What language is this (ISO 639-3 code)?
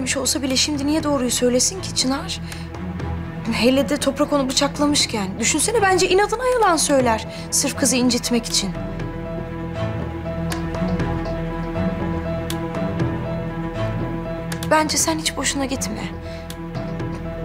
tur